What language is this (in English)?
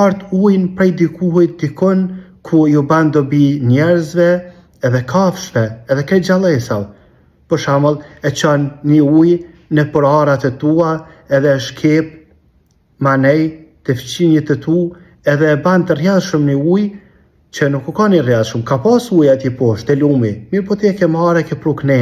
Albanian